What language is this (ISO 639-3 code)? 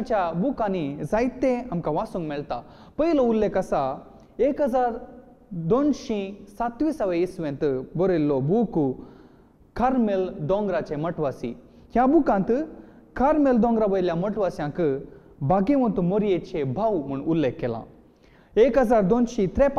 kok